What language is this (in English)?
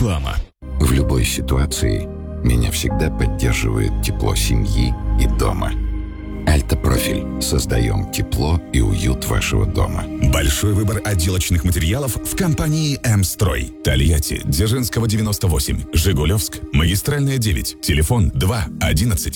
Russian